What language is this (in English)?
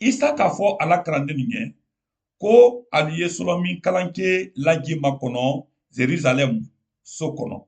Mandingo